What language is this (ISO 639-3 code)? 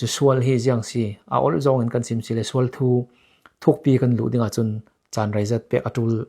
cfm